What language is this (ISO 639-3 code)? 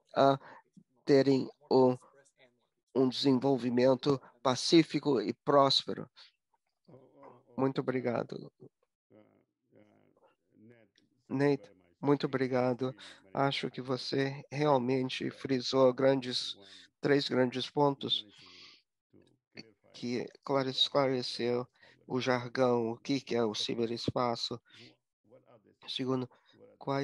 por